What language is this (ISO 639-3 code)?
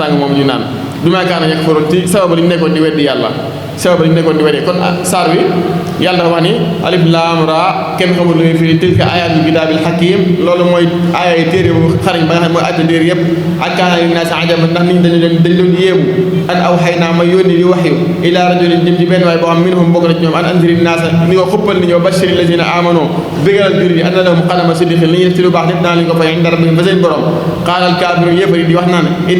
wol